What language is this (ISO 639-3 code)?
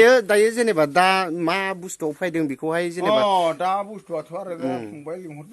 brx